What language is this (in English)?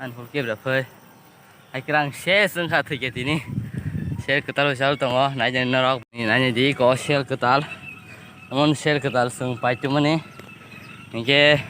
Kok Borok